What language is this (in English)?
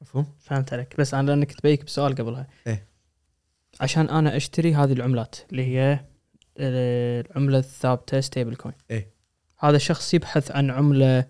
Gulf Arabic